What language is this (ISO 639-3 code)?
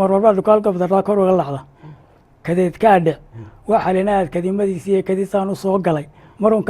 som